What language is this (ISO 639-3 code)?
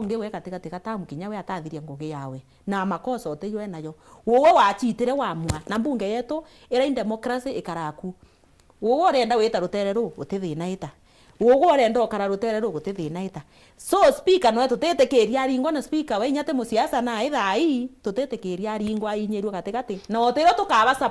mer